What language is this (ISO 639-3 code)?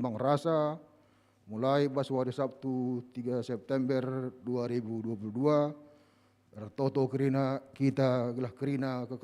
btx